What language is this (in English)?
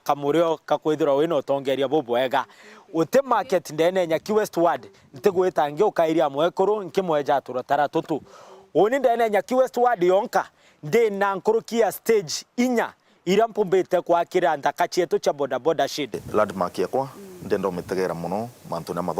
Meru